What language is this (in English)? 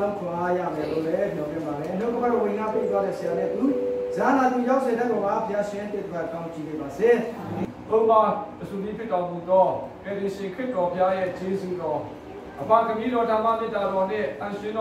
Burmese